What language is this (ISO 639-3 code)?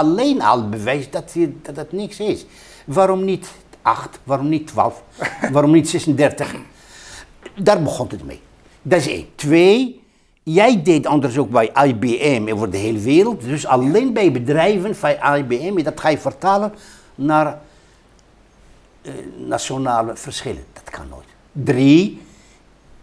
nld